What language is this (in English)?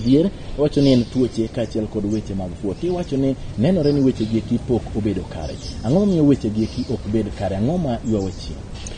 Luo (Kenya and Tanzania)